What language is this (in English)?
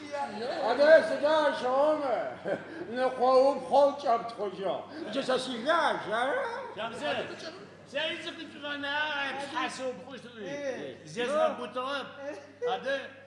Adyghe